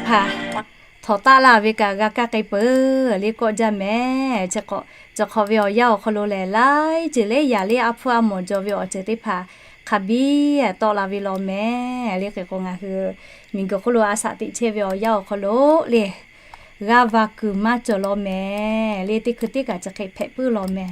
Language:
Lahu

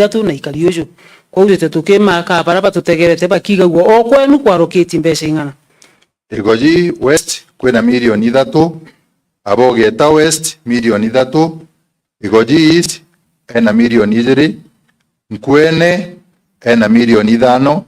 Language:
Meru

